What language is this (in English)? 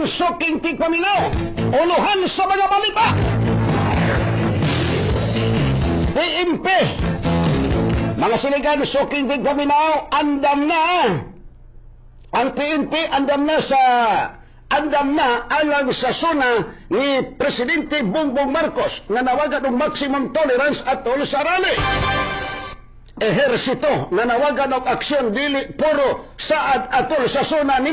Cebuano